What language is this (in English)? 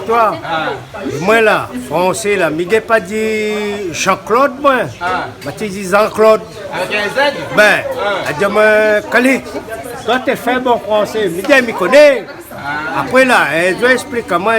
Réunion Creole French